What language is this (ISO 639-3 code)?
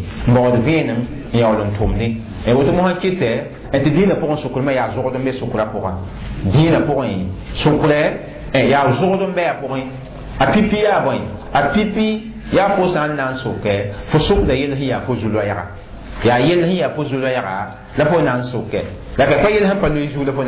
mos